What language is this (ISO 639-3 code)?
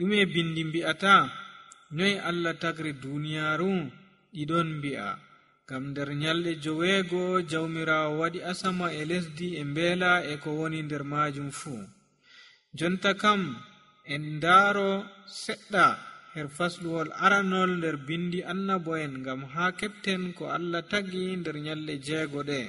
fuv